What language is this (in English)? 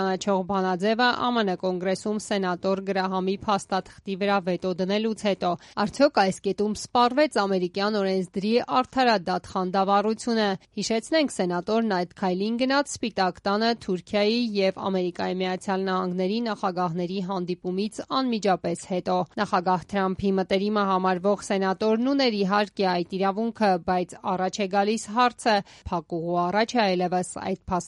Armenian